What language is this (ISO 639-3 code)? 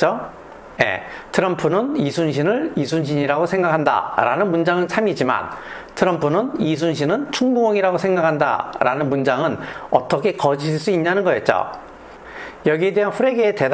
kor